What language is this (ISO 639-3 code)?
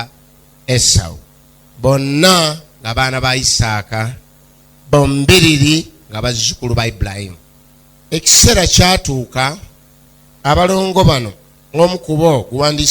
lug